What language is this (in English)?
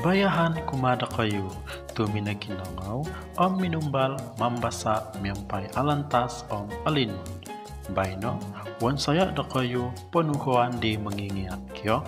Central Dusun